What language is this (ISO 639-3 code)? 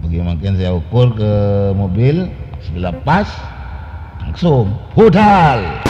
mad